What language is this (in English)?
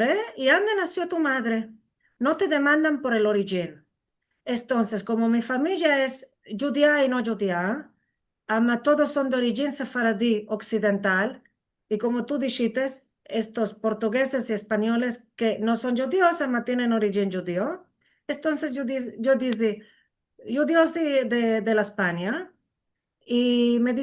Ladino